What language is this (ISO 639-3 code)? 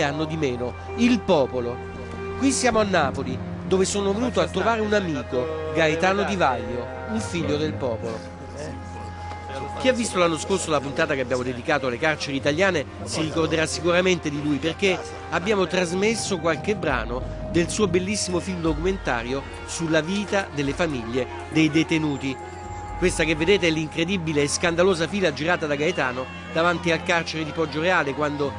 ita